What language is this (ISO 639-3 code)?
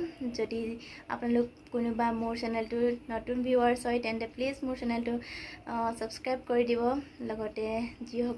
asm